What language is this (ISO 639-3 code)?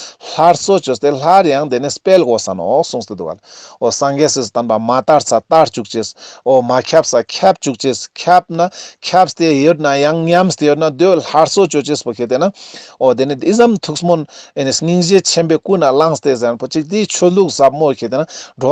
lbj